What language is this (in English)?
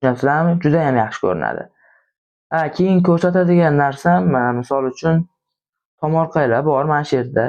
Uzbek